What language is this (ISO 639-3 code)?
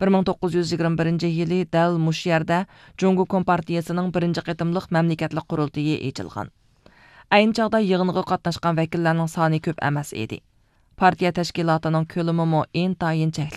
uig